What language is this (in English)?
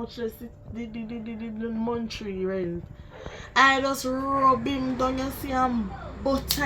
Jamaican Creole English